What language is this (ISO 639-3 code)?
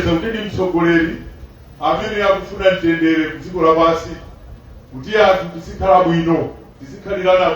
nya